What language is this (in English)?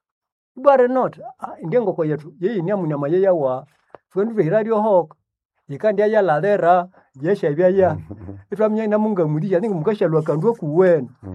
Nande